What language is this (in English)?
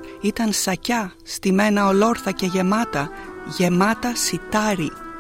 Greek